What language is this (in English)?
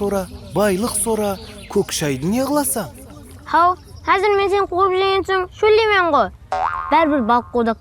Kara-Kalpak